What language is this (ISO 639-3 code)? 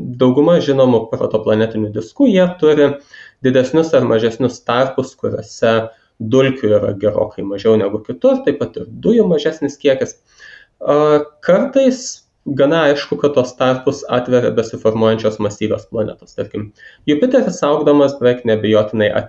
lit